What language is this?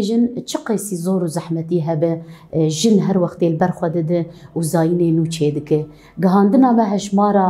Kurdish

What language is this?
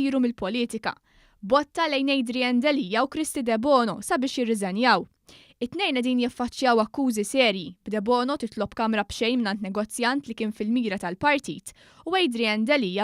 Maltese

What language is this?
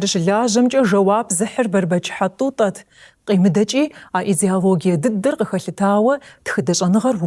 Kabardian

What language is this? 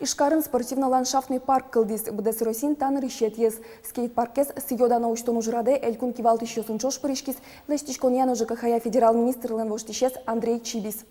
Udmurt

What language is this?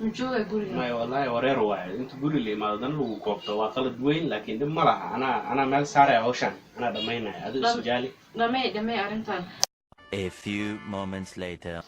Somali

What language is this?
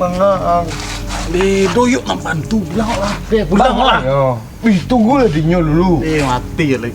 Minangkabau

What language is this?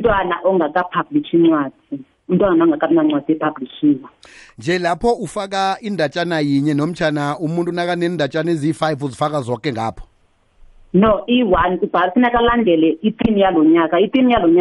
South Ndebele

